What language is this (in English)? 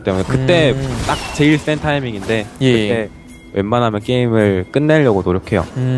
Korean